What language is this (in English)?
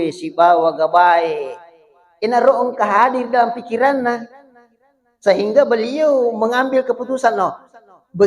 Buginese